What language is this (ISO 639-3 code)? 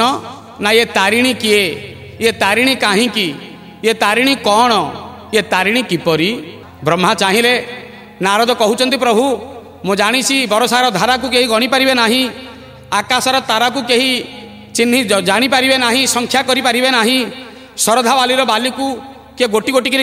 ori